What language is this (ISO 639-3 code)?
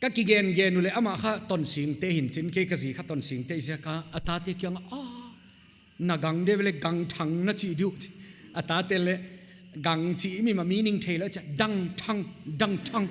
pck